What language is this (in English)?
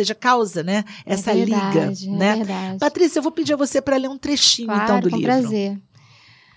Portuguese